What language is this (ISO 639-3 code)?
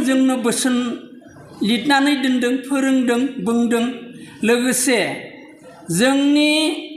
brx